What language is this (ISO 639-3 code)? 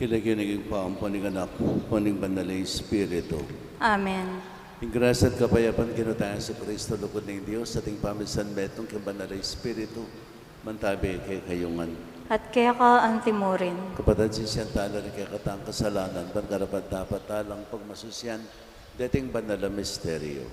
pam